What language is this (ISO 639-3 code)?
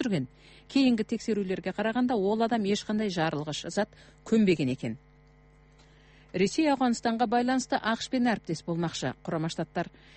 kaz